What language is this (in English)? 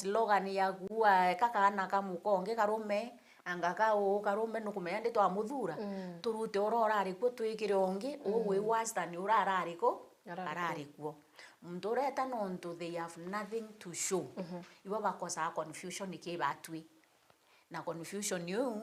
Meru